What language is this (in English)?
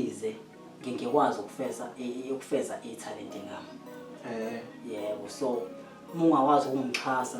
Zulu